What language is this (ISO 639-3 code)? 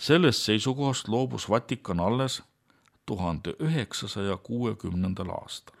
est